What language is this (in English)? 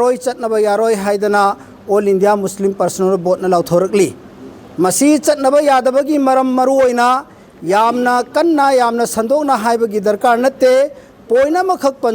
Manipuri